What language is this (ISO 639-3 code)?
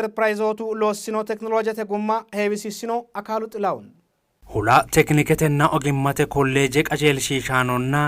sid